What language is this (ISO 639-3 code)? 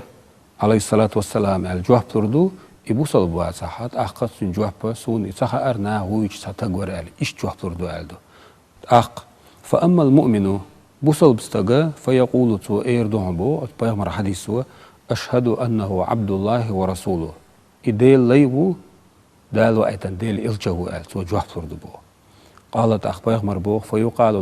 che